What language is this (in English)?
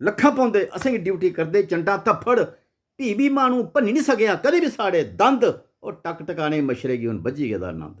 Dogri